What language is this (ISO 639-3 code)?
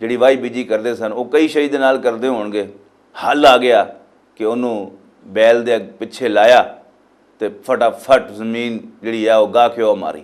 lah